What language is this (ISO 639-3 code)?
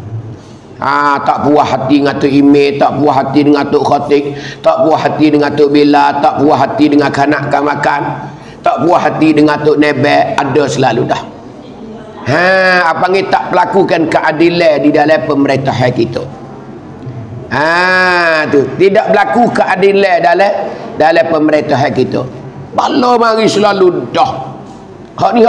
mfa